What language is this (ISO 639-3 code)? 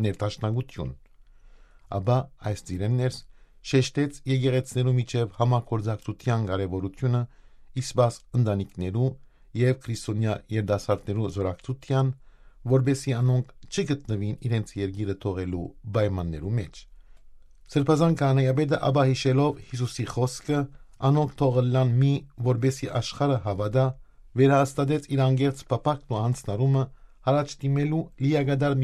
hyw